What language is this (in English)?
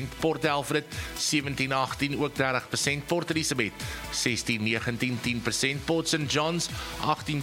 Afrikaans